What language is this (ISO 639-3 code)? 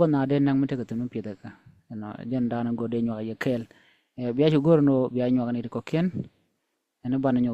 nus